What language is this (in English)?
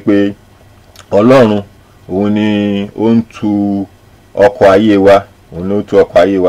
Yoruba